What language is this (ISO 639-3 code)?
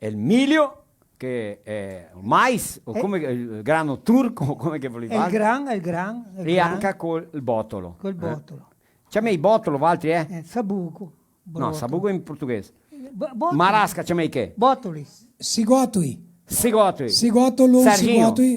vec